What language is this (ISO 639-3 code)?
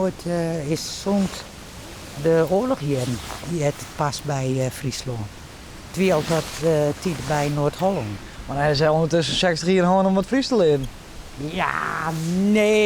fry